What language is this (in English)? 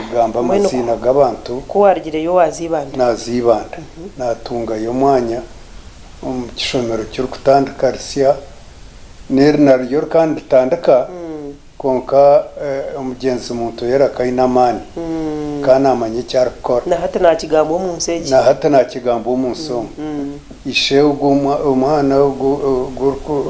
Nyankole